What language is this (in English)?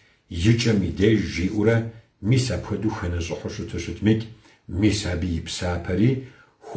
Kabardian